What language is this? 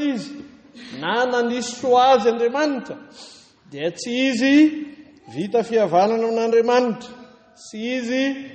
Malagasy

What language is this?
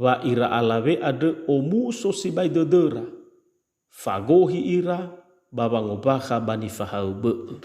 Nias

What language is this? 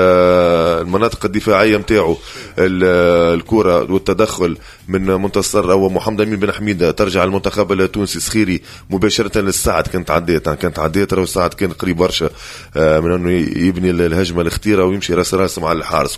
Tunisian Arabic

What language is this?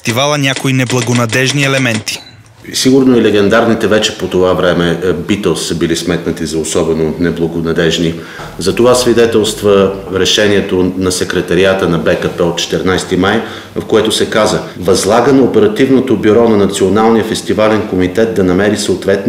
Bulgarian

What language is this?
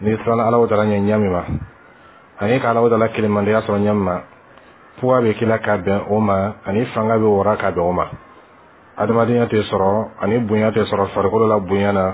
Bambara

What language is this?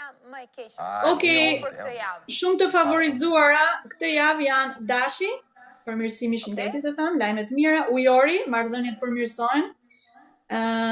Albanian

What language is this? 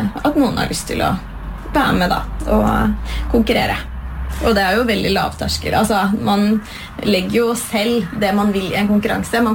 Norwegian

